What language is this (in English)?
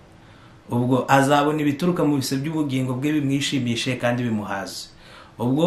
Kinyarwanda